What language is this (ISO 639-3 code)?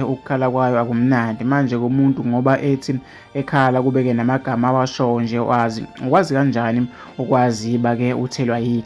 zul